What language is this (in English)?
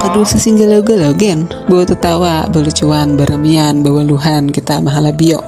Banjar